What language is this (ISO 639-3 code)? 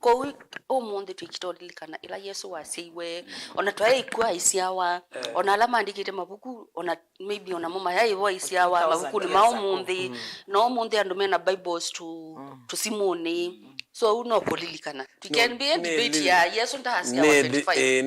kam